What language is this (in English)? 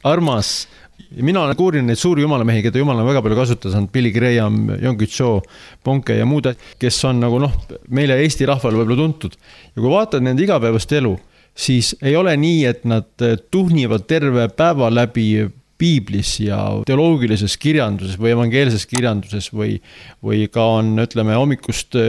Estonian